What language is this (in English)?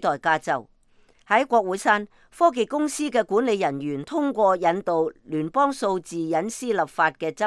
Cantonese